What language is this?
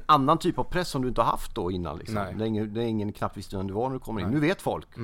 Swedish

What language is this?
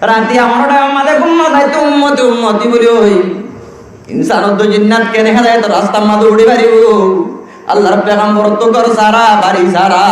Rohingya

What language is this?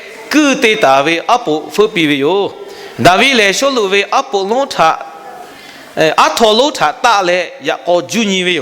Lahu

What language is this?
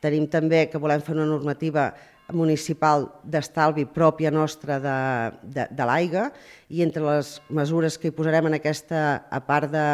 Catalan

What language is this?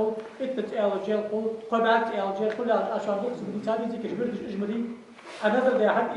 Ingush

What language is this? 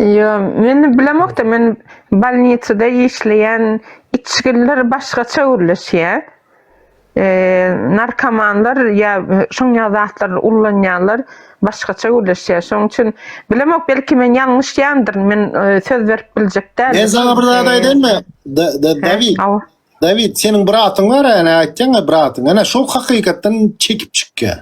Turkmen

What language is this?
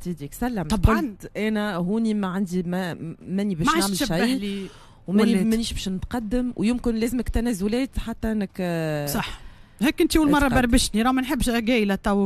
Tunisian Arabic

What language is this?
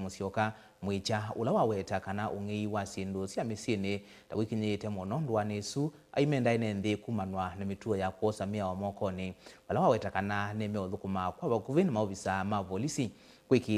Kamba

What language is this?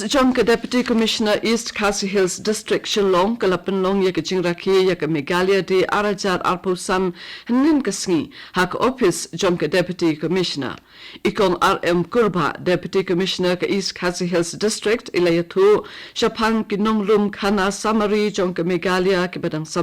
Khasi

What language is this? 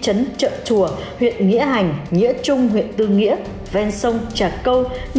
Vietnamese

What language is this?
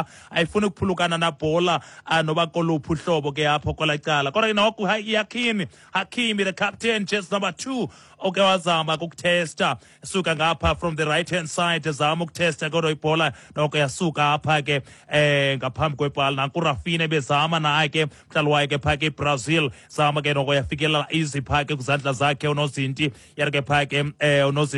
Xhosa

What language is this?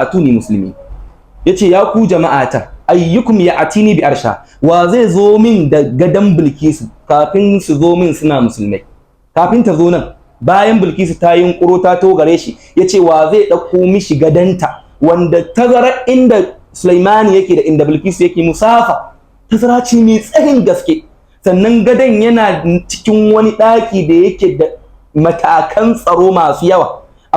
Hausa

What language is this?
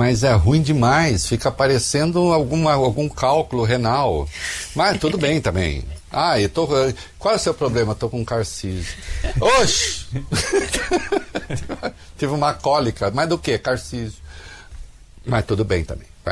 Portuguese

